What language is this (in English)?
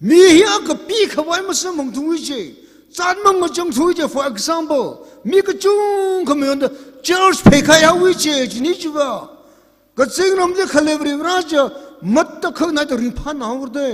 Tangkhul Naga (India)